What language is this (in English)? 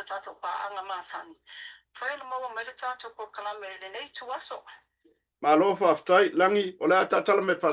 Samoan